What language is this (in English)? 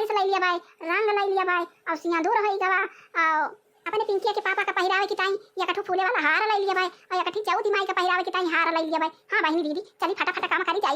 Awadhi